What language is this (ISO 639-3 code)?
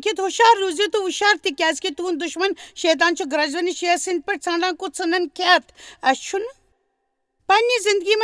kas